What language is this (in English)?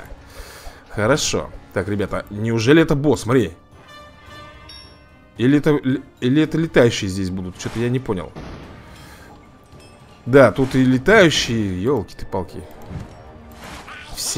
Russian